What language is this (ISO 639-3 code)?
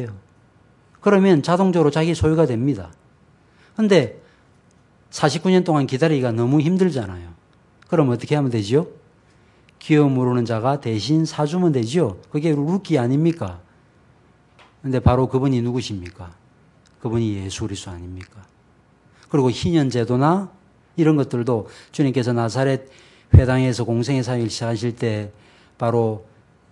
kor